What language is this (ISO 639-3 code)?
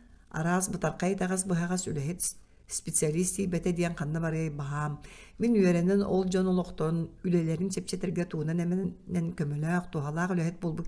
sah